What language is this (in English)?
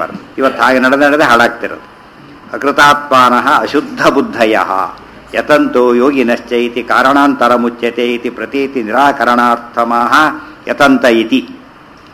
Kannada